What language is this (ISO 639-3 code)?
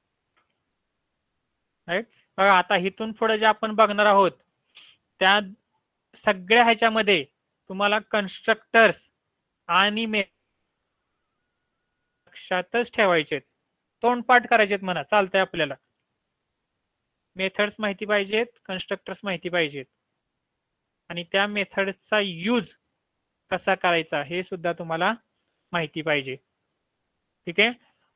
mar